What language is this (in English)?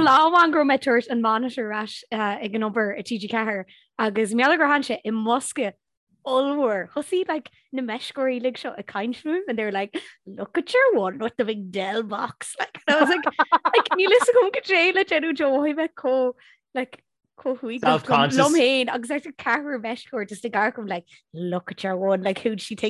Irish